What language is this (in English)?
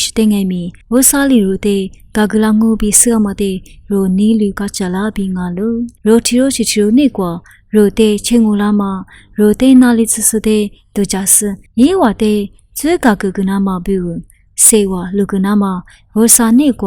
Lisu